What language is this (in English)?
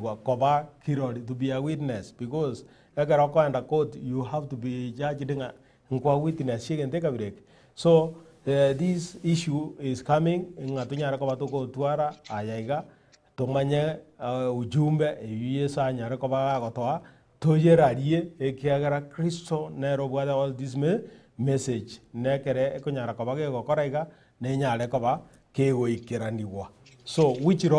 Gusii